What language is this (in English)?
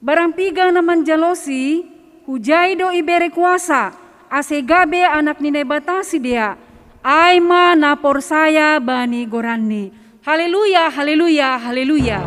Batak Simalungun